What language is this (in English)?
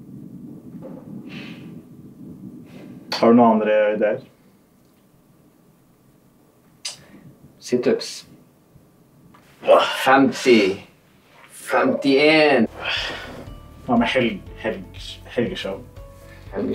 Norwegian